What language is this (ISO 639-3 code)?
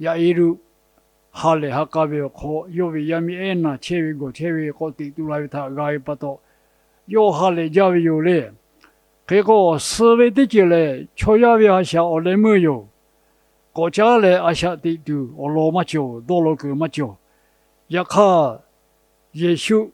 lhu